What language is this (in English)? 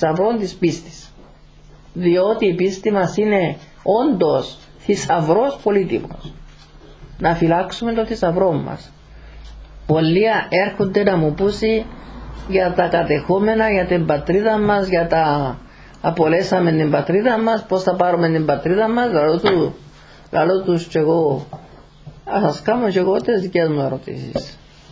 Greek